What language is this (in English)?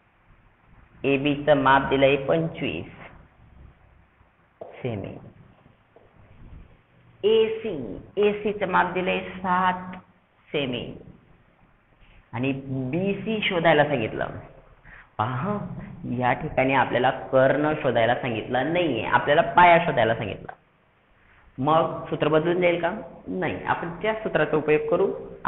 Marathi